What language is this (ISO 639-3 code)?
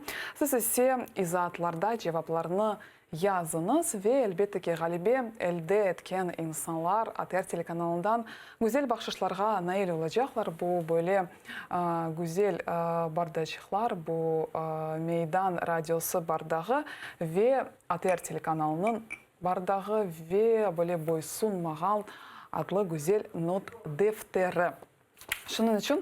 crh